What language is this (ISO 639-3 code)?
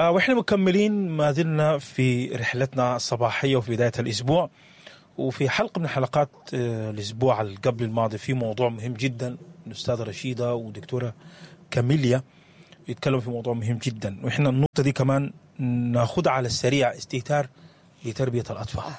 apd